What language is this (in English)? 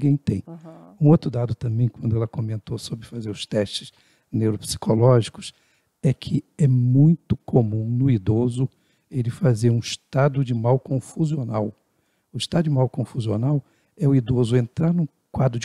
Portuguese